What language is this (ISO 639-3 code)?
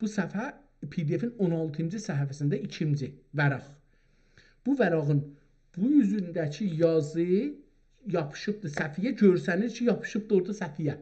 azb